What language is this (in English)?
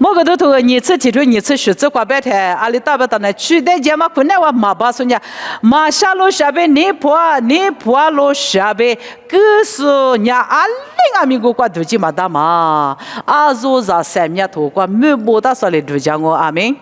Lisu